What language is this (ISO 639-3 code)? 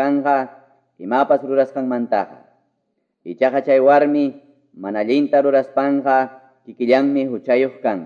que